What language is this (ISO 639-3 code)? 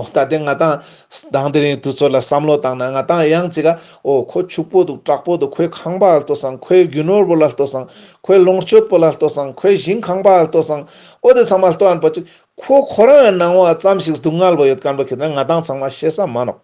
lbj